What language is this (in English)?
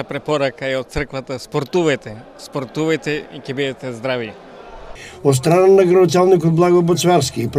Macedonian